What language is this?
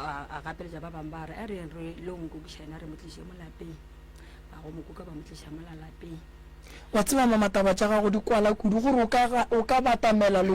Northern Sotho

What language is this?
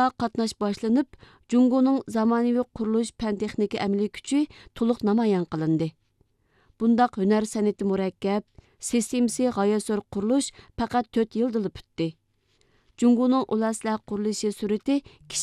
Uyghur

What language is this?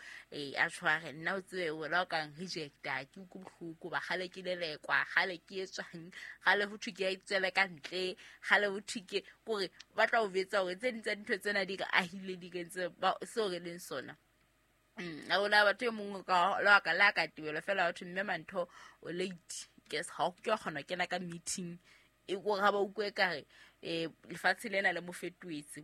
Southern Sotho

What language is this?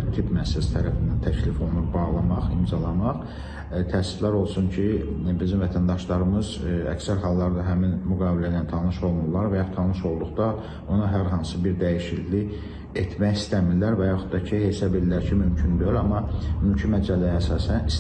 Azerbaijani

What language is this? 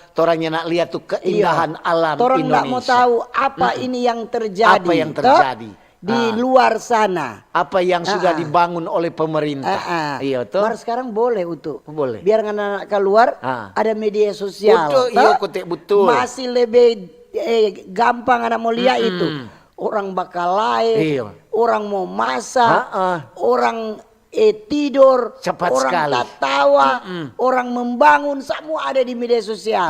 Manado Malay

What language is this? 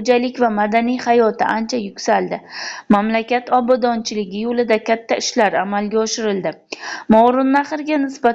Uzbek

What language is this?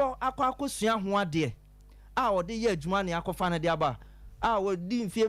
Akan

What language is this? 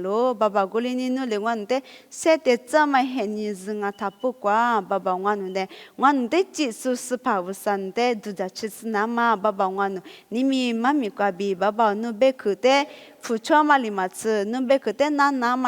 Lisu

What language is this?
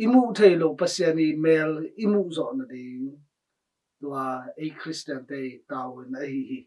Tedim Chin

